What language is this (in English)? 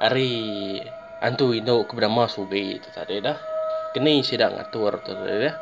Iban